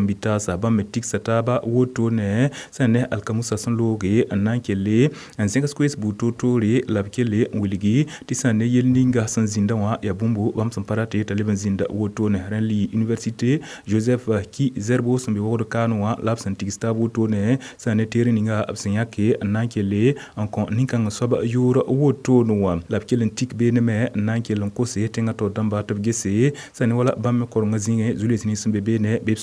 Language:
Mossi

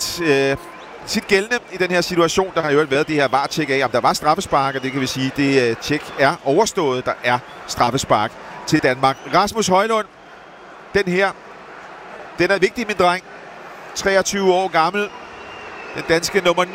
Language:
Danish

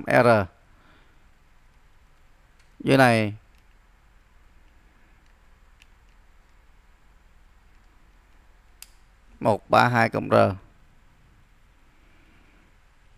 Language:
Vietnamese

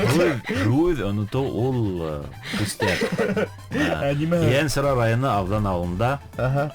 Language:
Bashkir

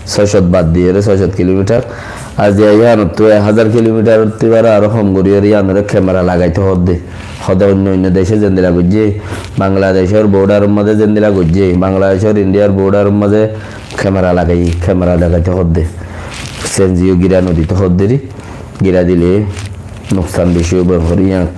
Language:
Rohingya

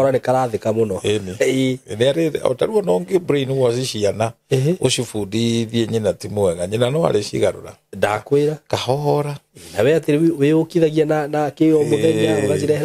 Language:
Kikuyu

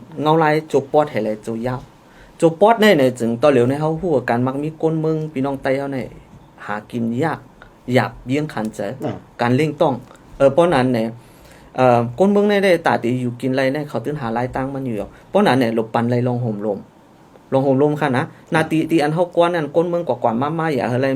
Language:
Shan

